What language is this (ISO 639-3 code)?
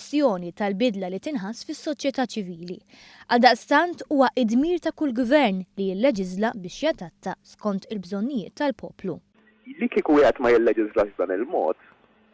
mlt